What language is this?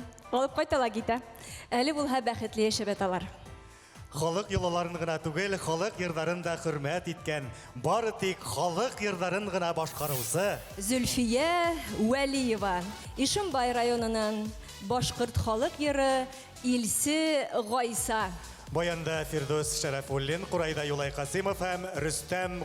Bashkir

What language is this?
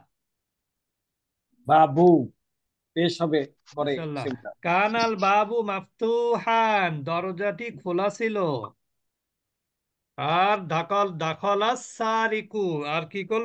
Bangla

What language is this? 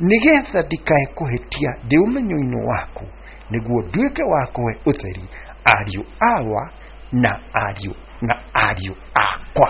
Kikuyu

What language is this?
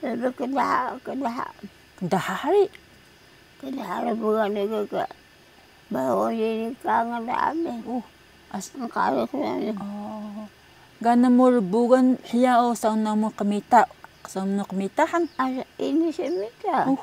Taroko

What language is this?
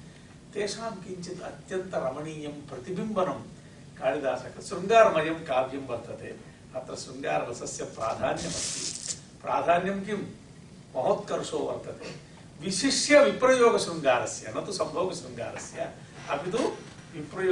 Sanskrit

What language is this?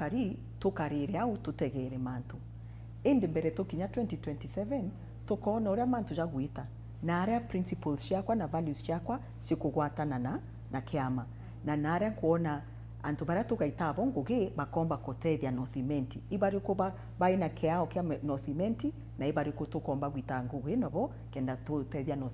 Meru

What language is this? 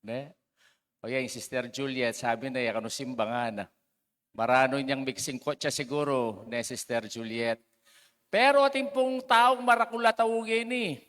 Pampanga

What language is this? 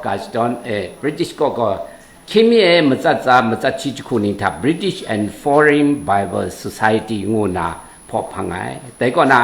Kachin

